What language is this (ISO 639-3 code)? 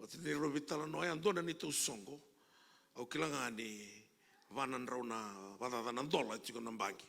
fij